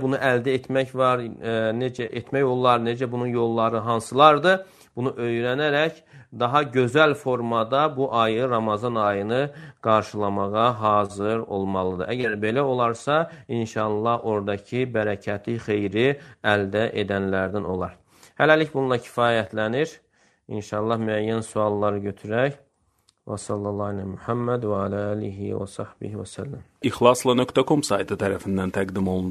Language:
Azerbaijani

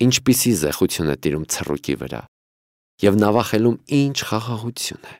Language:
Armenian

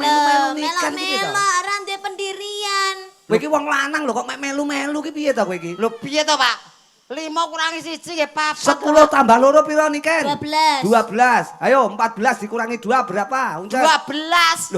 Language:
Javanese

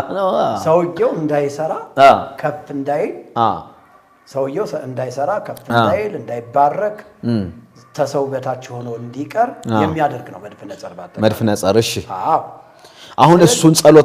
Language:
Amharic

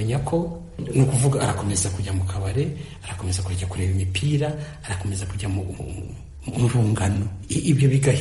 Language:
Kinyarwanda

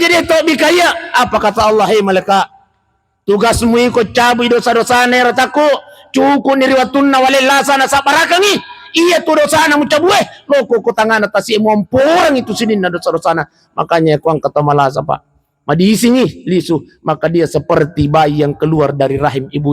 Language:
Buginese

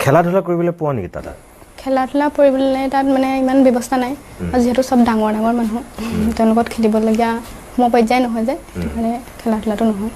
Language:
Assamese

